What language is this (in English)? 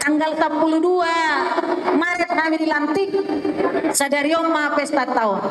Batak Toba